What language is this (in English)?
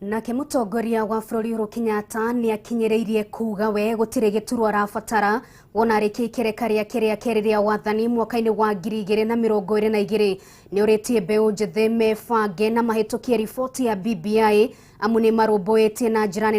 Kikuyu